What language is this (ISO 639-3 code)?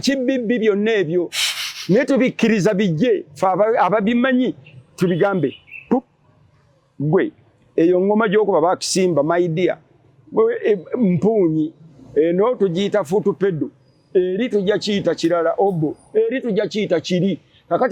lug